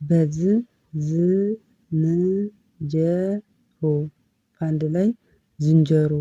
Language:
Amharic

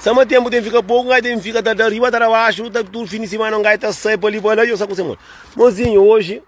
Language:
Kabuverdianu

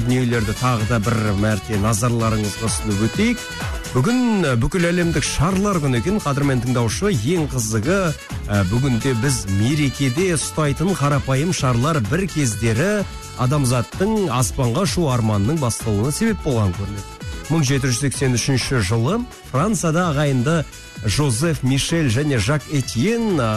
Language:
Kazakh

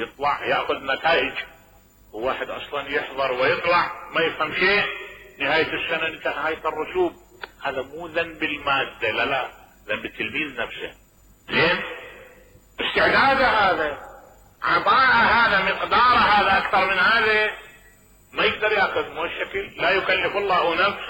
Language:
Mesopotamian Arabic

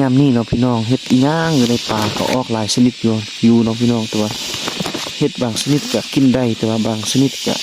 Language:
Lao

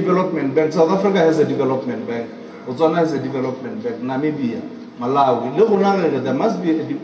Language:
Southern Sotho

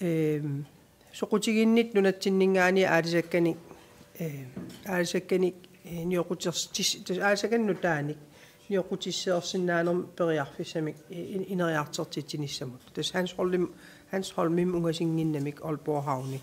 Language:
Kalaallisut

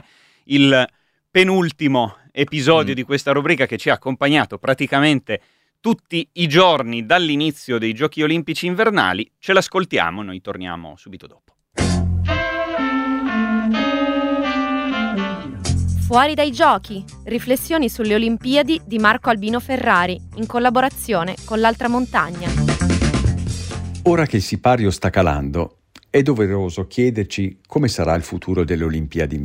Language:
Italian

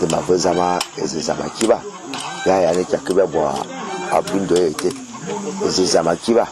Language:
Fang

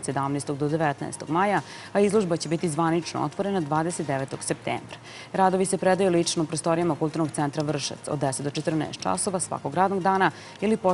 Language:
Serbian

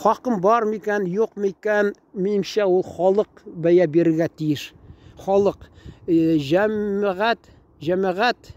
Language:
Tatar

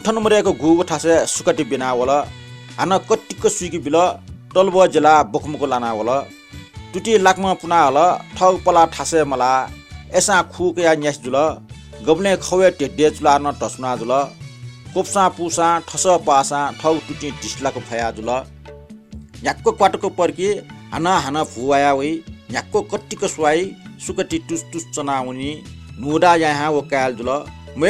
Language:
Newari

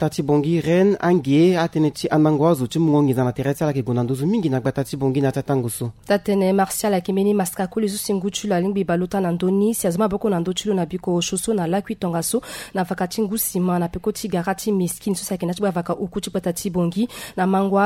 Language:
Sango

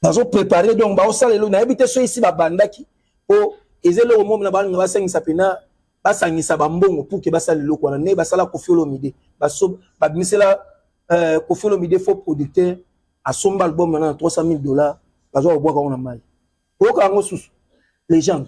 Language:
Lingala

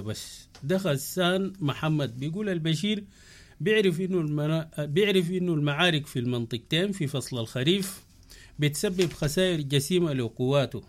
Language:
Sudanese Arabic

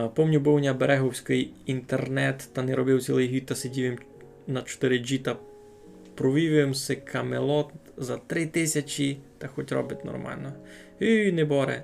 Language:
Rusyn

